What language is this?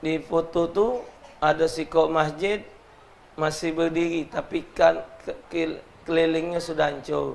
Musi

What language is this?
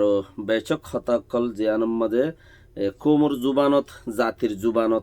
Rohingya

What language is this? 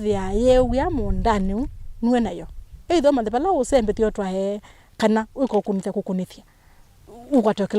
Kamba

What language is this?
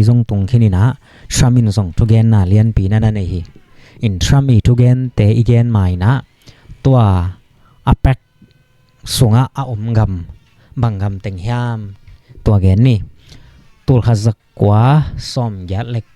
Tedim Chin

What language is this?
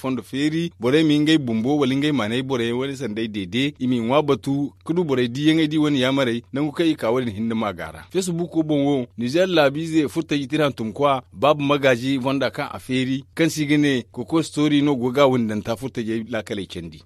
Zarma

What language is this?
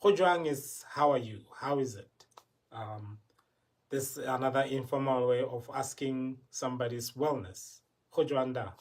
Tswana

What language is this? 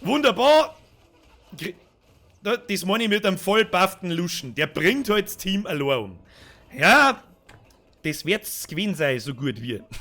Bavarian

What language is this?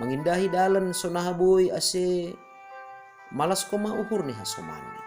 Batak Simalungun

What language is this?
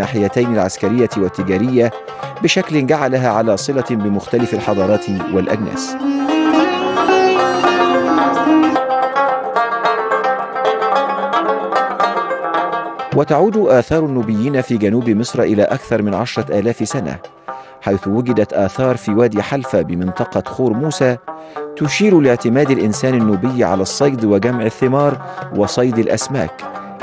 Egyptian Arabic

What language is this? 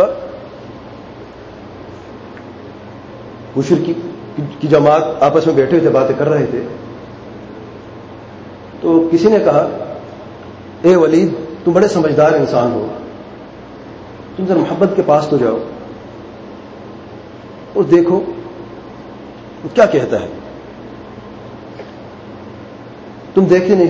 Urdu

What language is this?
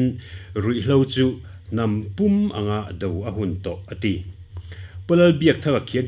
Mizo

